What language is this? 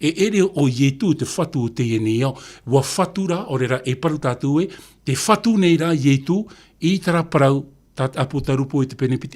Tahitian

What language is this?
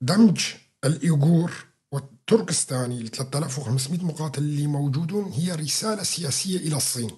North Levantine Arabic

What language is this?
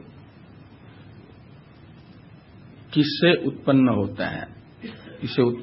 Hindi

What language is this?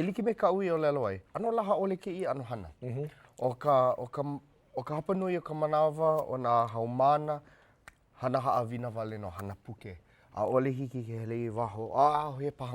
Hawaiian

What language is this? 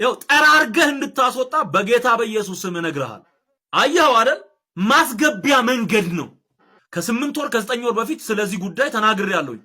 Amharic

